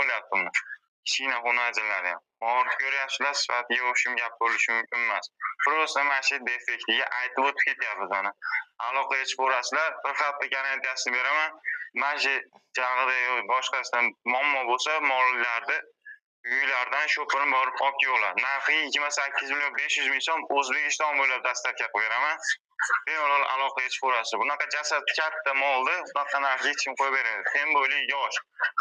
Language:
Uzbek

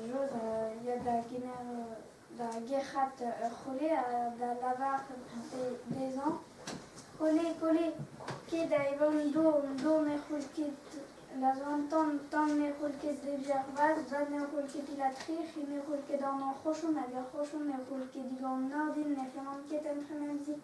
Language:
Breton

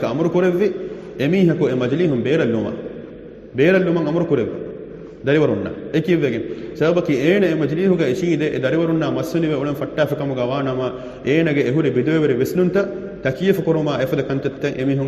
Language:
Divehi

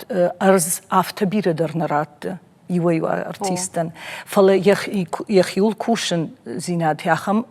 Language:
Ossetic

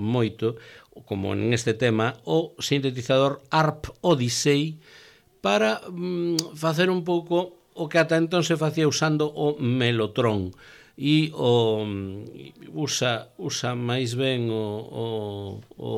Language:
Galician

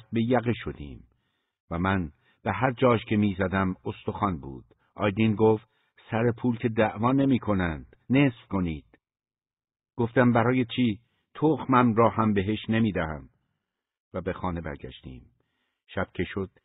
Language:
Persian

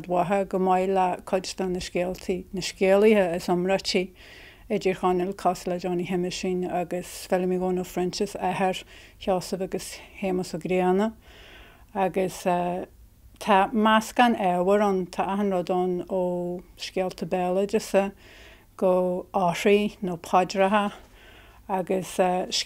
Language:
Irish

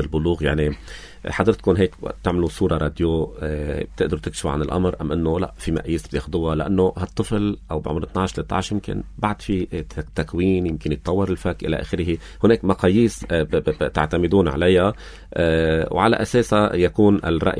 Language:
North Levantine Arabic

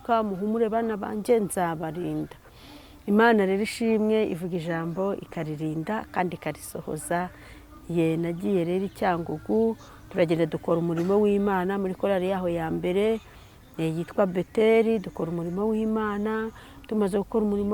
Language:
Kinyarwanda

